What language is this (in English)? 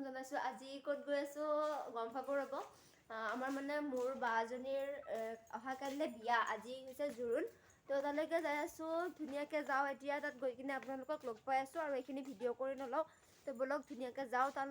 Assamese